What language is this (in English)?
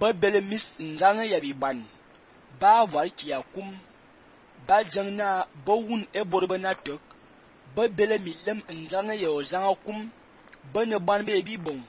Fang